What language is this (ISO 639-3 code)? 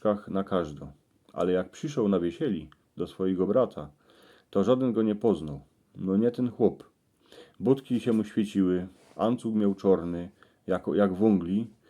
szl